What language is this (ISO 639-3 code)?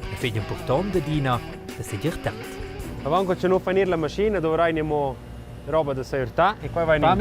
roh